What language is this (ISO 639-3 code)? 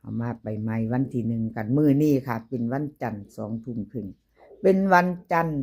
tts